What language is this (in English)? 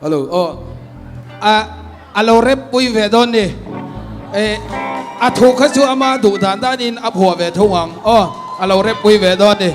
Mizo